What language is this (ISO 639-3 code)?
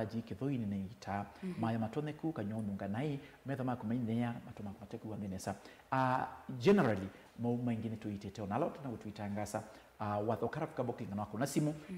kam